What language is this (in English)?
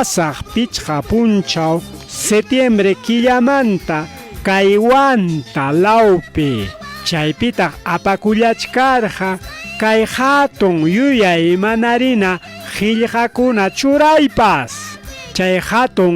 Ayacucho Quechua